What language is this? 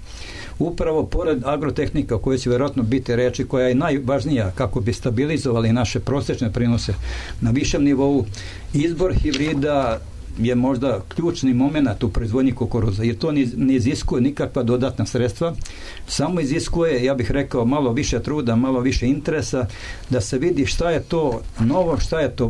Serbian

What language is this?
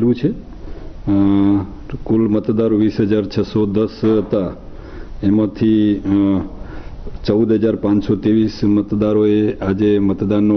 Gujarati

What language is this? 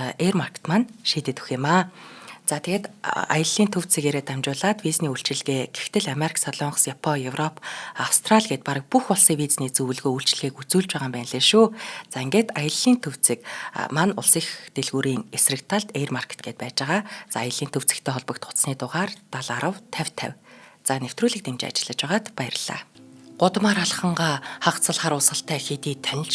Mongolian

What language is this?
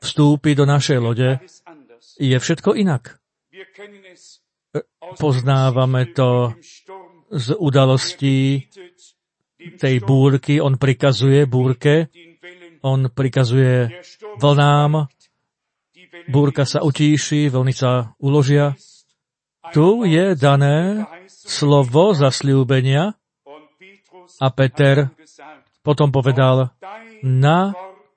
Slovak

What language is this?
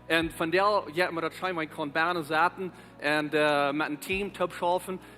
Plautdietsch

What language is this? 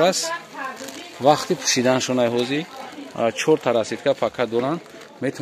Tajik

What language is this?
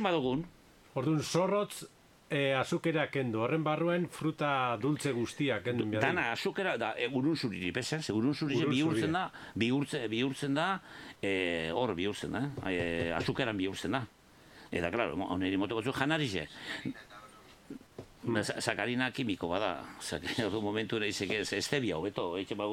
Basque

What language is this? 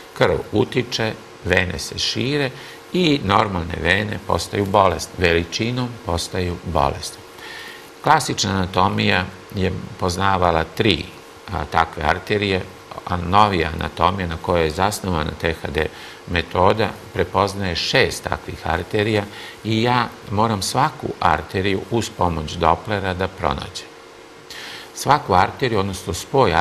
Serbian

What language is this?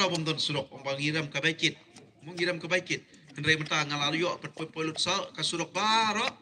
Khasi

